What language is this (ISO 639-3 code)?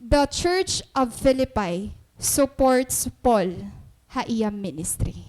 war